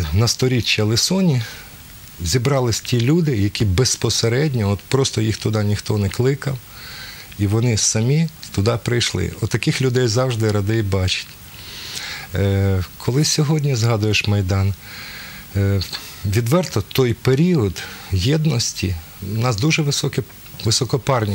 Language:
Ukrainian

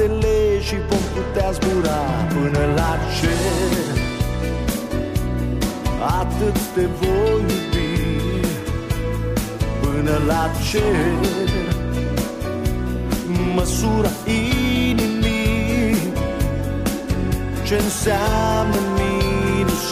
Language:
Romanian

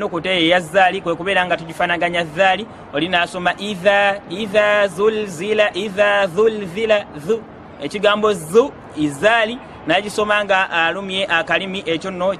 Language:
Ganda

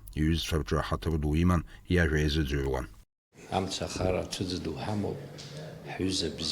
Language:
Abkhazian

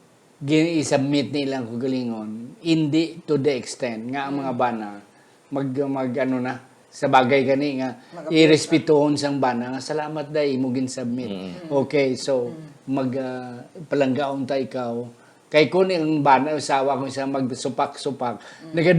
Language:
Hiligaynon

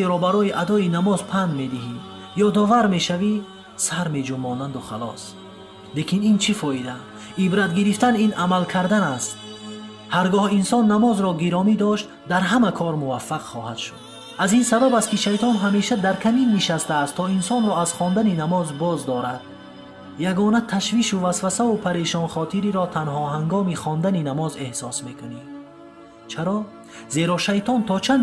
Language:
Tajik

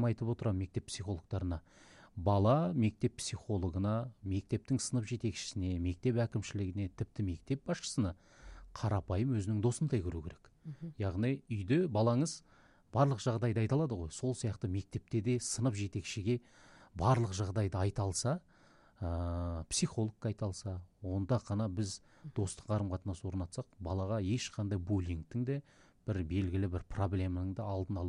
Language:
Kazakh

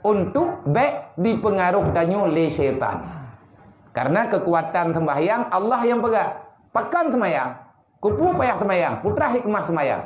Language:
Achinese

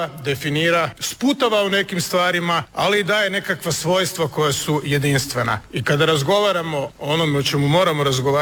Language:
Croatian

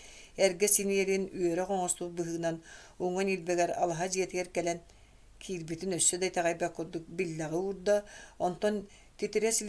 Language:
Yakut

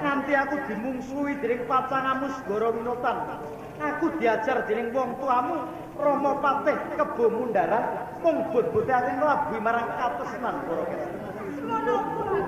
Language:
Javanese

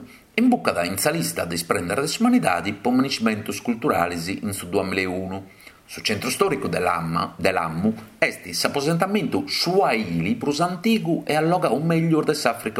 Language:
Sardinian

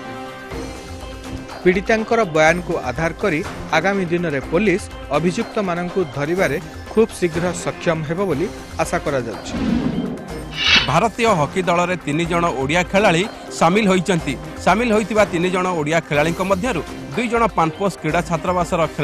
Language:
Odia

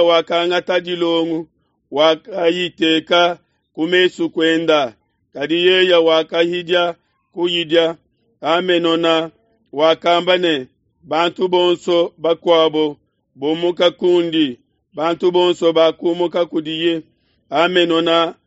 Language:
Luba-Lulua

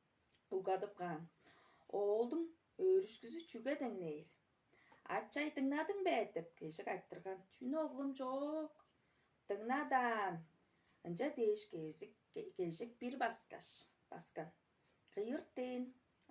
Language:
Tuvinian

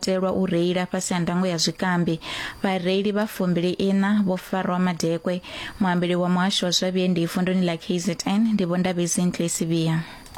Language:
Venda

